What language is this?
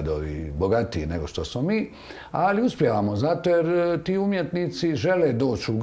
Croatian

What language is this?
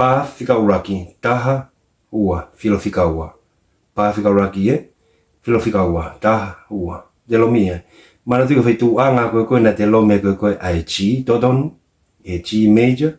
Tongan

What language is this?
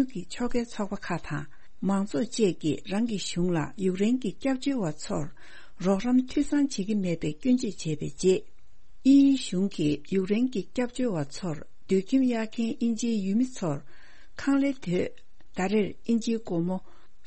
Tibetan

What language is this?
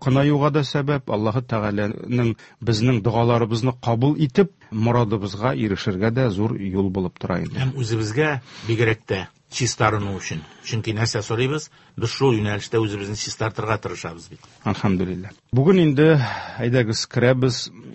Tatar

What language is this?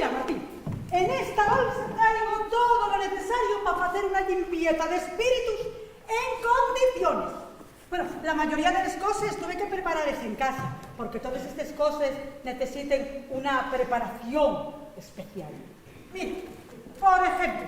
Asturian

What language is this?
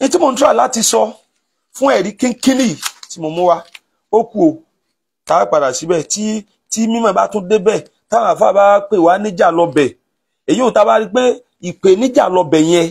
Yoruba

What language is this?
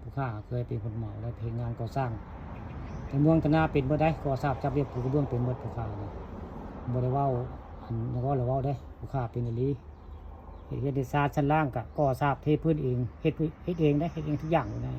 Northeastern Thai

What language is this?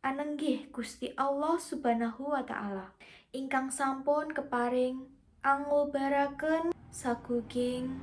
Javanese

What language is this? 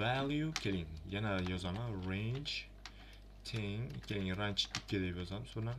Uzbek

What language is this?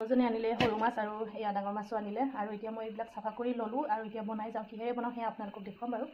Assamese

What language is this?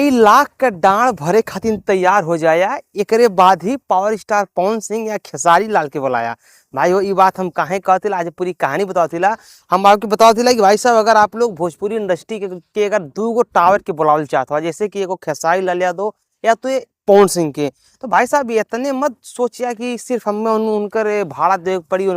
Bhojpuri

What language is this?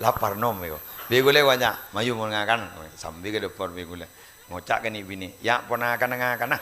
Madurese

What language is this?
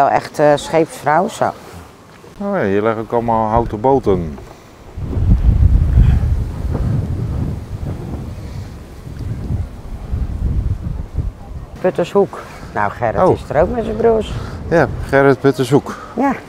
Dutch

